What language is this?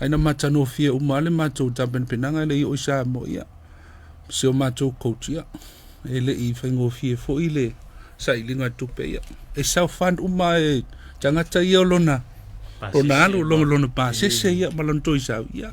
Samoan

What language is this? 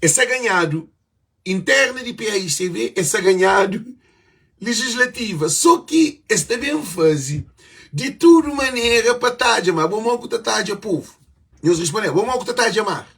Kabuverdianu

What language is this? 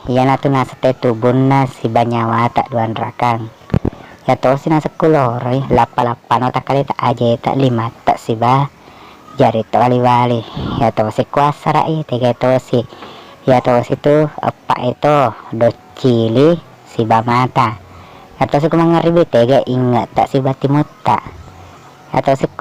Buginese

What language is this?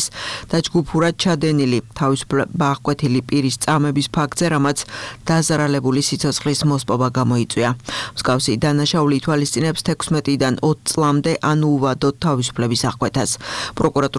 Georgian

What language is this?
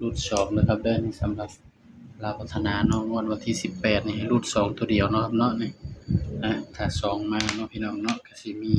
Northeastern Thai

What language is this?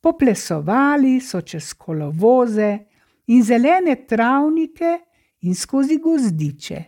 Slovenian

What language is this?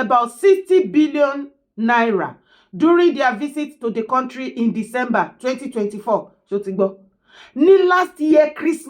Yoruba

